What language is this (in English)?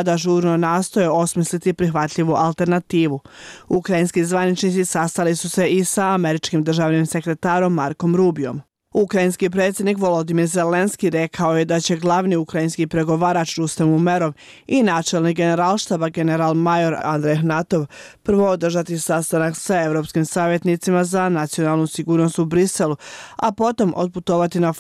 Bosnian